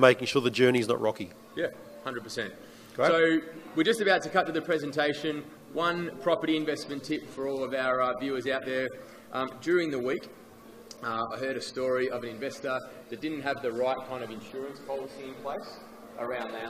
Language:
English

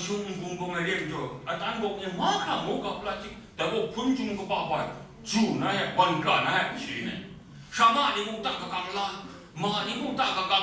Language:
Kachin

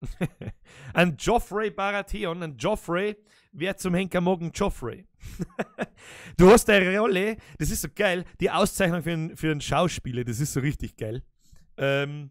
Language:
Bavarian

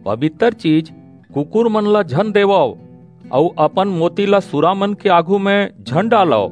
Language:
Chhattisgarhi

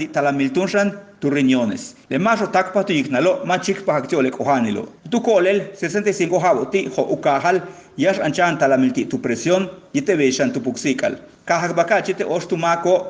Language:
Yucateco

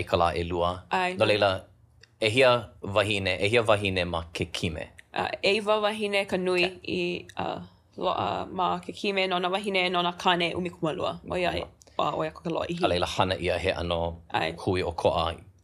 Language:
Hawaiian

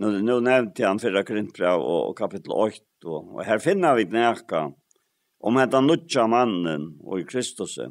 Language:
Faroese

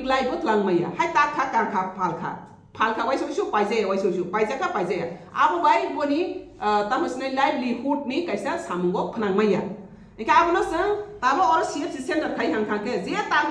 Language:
Kok Borok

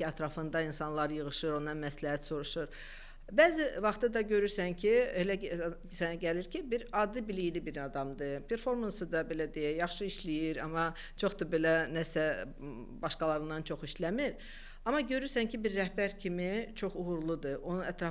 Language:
Azerbaijani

